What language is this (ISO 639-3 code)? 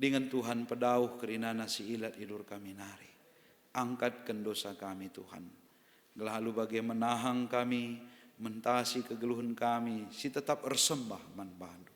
btx